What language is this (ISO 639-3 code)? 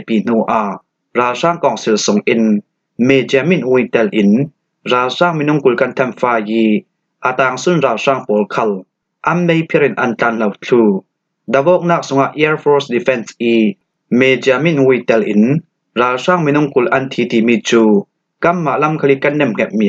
cfm